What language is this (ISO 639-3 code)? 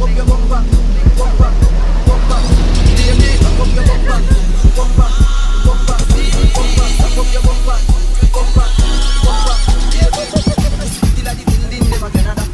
jam